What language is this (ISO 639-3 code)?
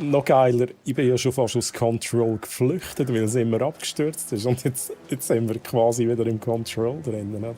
gsw